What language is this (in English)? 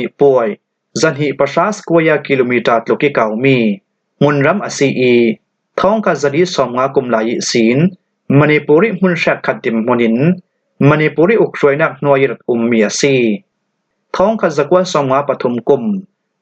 Falam Chin